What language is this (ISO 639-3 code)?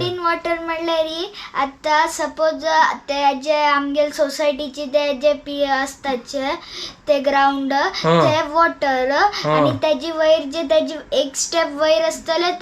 kok